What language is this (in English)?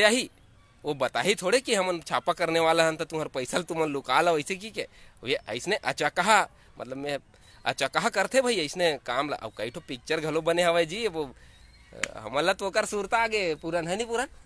Chhattisgarhi